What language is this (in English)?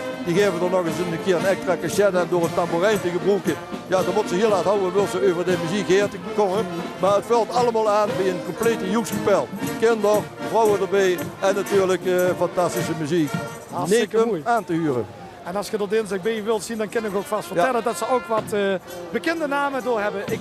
Limburgish